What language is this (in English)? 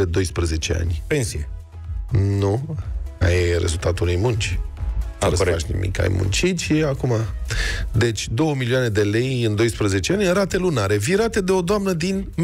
Romanian